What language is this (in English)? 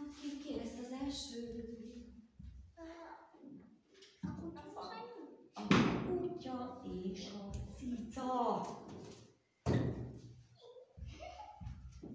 Hungarian